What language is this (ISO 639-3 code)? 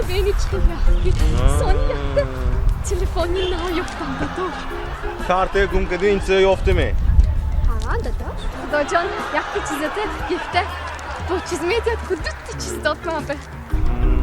tgk